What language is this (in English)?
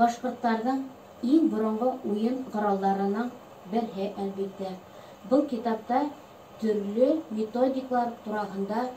Bashkir